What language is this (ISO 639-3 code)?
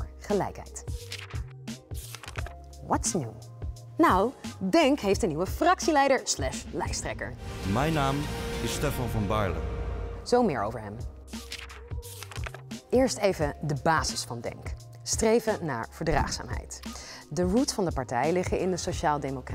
nld